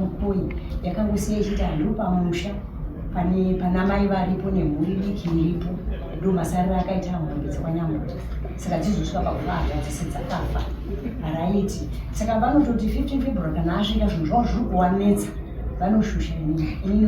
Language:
Shona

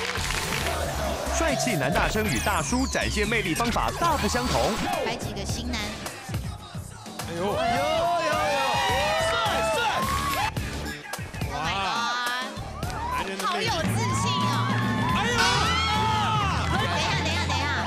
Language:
Chinese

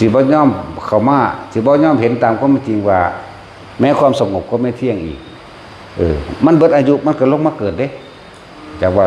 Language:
Northeastern Thai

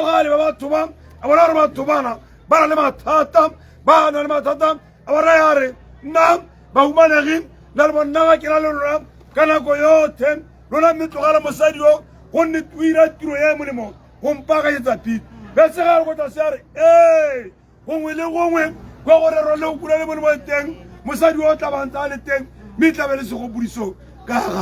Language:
Tswana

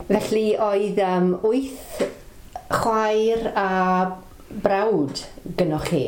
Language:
Welsh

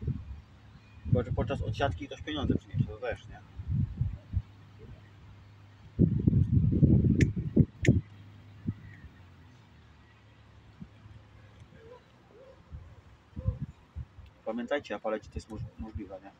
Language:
Polish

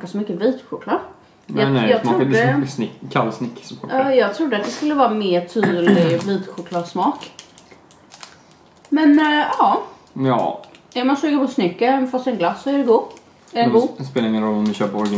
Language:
Swedish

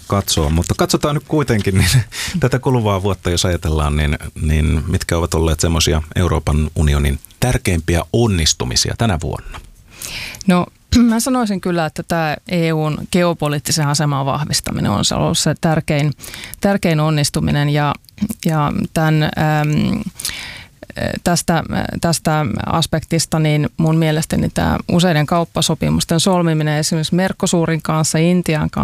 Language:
Finnish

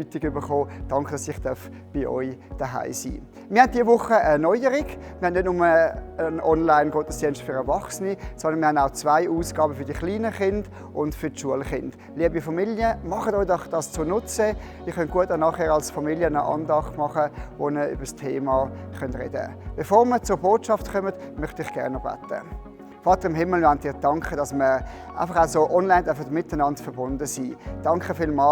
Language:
Swiss German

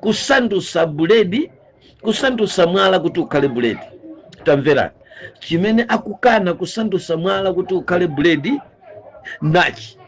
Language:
Nyanja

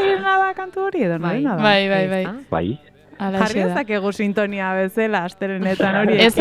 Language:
Basque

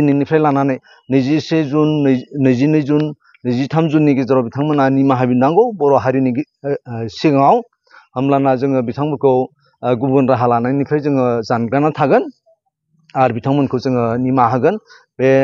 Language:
Bodo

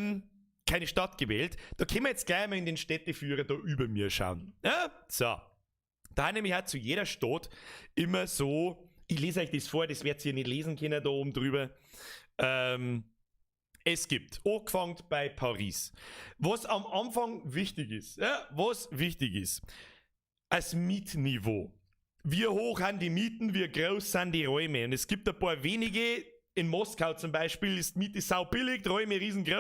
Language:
Bavarian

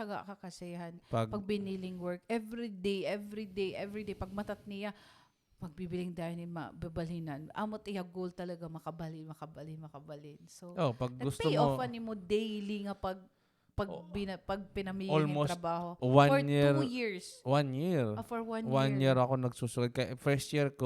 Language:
Waray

